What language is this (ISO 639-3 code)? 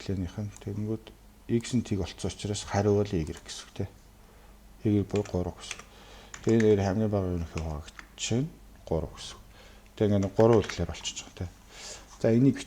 mon